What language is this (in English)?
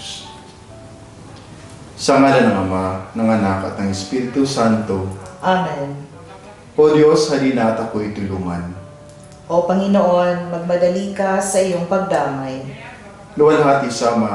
Filipino